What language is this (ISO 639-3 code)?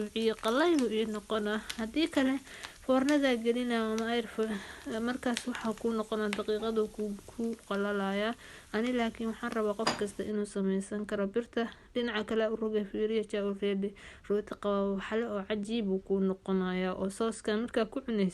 som